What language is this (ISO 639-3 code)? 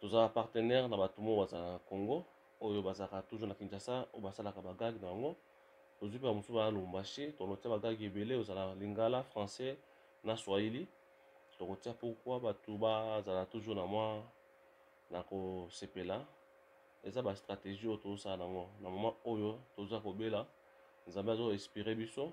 lin